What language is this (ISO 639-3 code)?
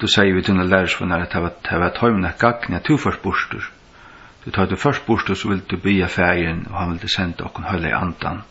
fao